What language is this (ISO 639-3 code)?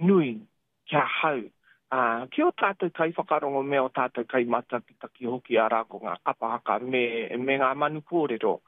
mri